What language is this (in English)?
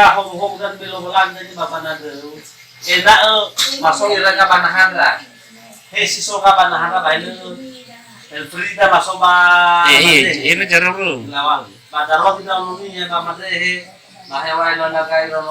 Nias